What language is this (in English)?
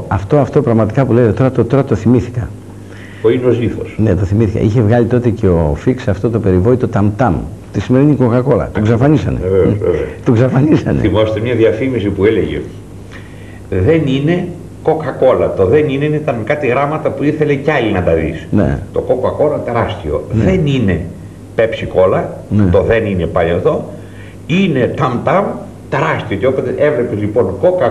Greek